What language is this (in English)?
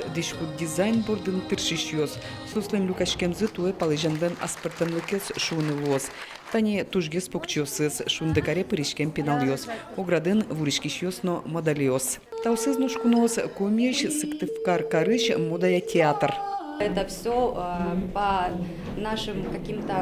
Udmurt